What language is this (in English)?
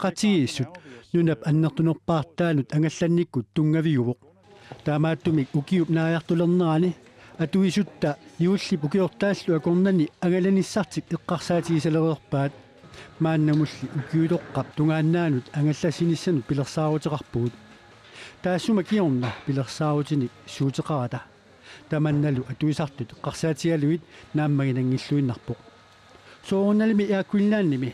Kalaallisut